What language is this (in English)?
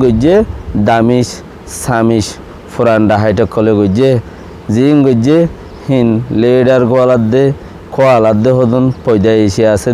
Rohingya